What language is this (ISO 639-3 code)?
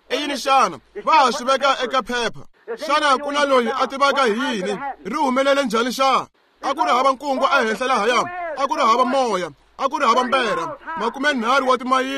tso